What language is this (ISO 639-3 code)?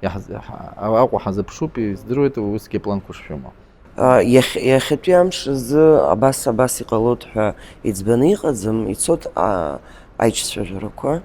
abk